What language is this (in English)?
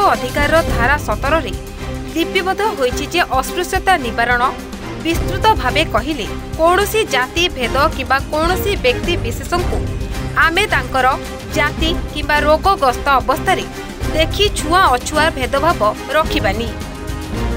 Odia